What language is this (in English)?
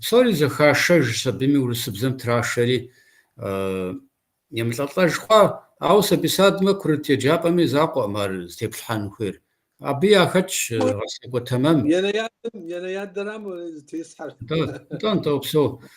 Kabardian